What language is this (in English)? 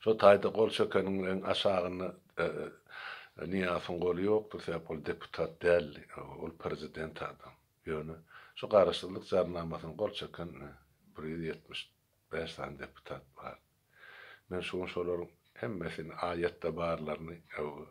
Turkmen